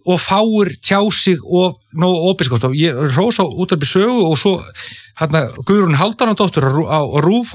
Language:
Icelandic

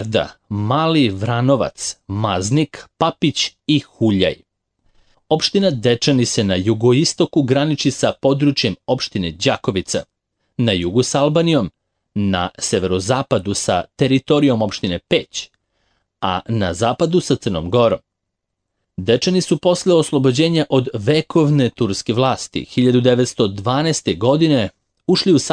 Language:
Serbian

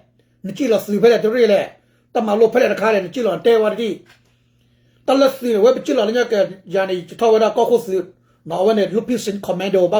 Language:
S'gaw Karen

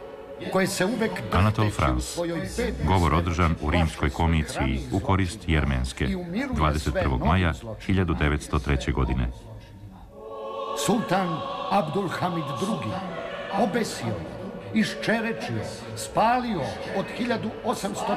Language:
Serbian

